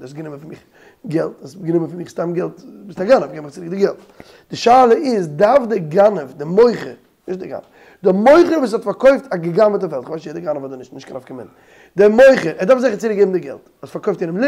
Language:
Yiddish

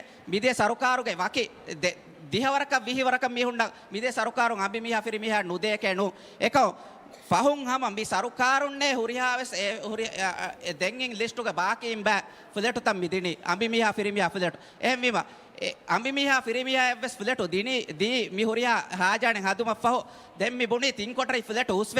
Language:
Divehi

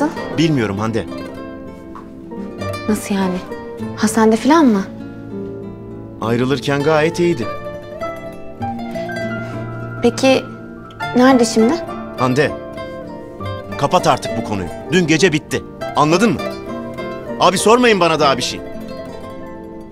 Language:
Turkish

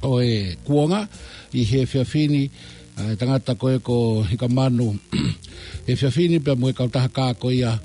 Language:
Tongan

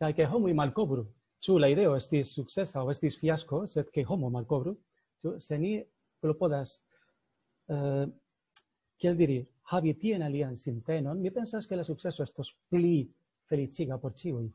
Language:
Esperanto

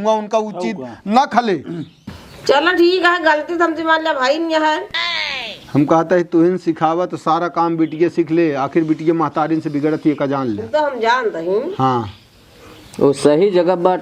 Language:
Awadhi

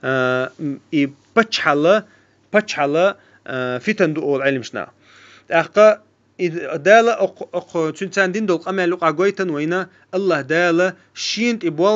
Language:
Chechen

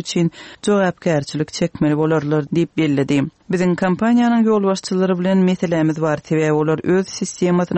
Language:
Turkmen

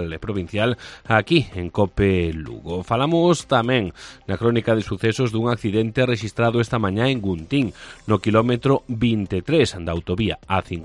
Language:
Galician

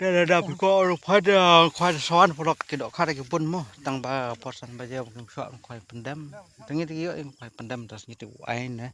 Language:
Khasi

